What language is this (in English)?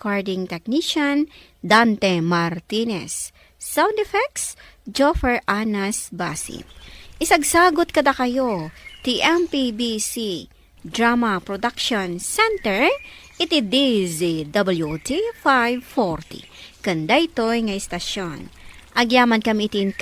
Iloko